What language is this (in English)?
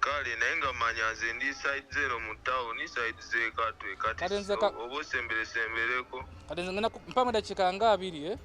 Ganda